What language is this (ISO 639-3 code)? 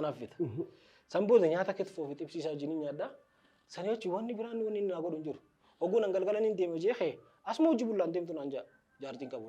orm